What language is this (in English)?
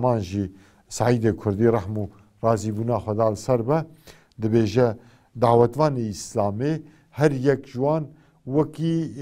Kurdish